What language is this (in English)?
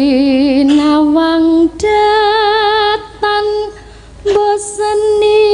Javanese